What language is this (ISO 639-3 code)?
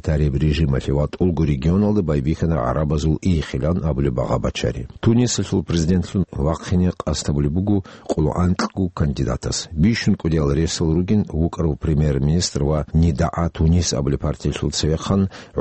ava